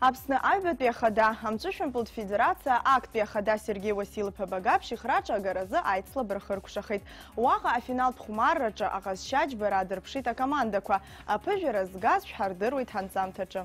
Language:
Abkhazian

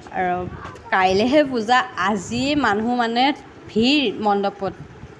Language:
Assamese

